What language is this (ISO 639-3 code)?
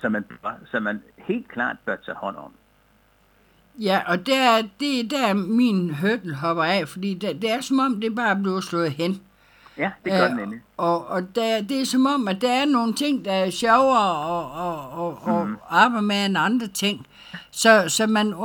dan